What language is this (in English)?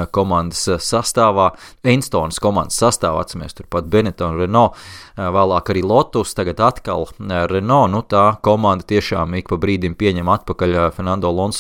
Latvian